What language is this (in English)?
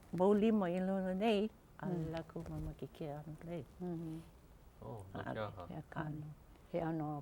Hawaiian